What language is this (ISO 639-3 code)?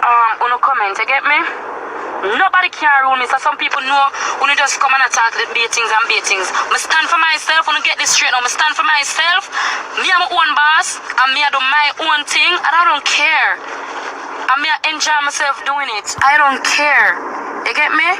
jam